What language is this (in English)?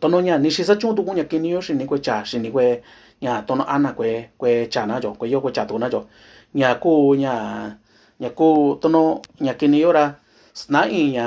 Mixtepec Mixtec